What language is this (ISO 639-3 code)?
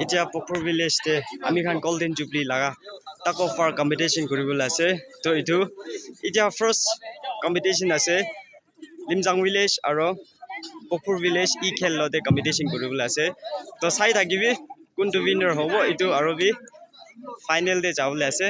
nag